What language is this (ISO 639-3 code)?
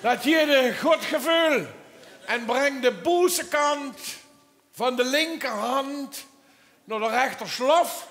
lim